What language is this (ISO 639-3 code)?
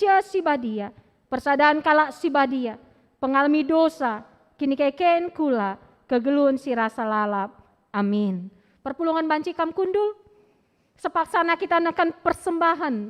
btx